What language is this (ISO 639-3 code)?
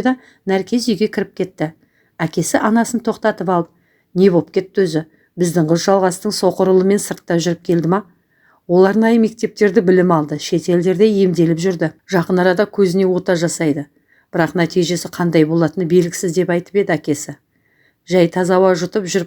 kaz